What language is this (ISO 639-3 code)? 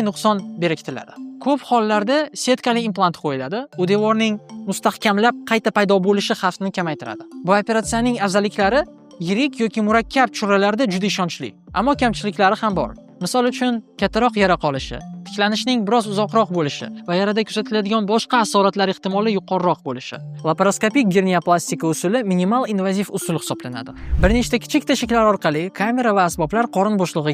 uzb